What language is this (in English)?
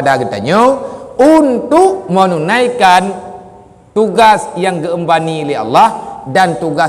Achinese